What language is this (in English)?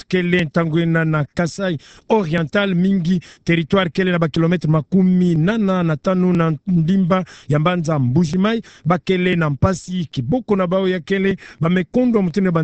Kituba (Democratic Republic of Congo)